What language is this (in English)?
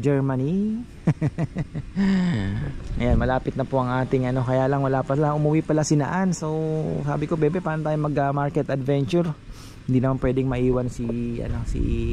Filipino